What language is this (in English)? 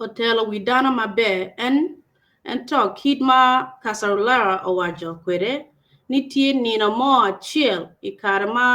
Acoli